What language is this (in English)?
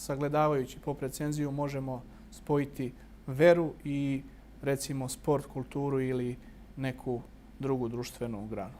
Bosnian